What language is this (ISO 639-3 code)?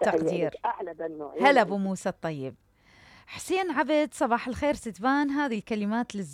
acm